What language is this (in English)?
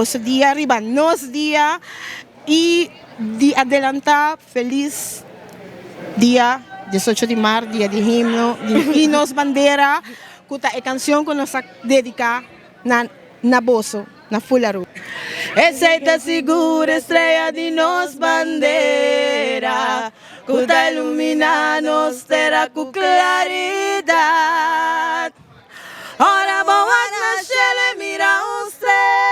Papiamento